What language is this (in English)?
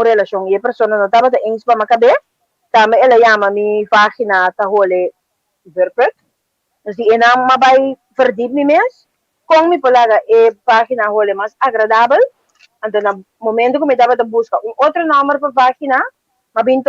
Papiamento